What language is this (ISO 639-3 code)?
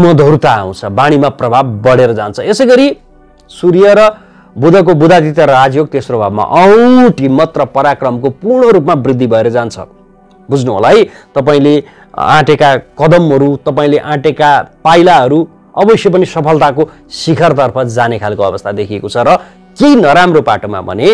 nep